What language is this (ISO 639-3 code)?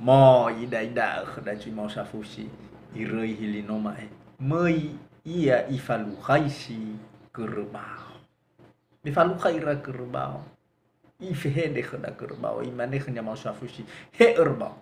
nia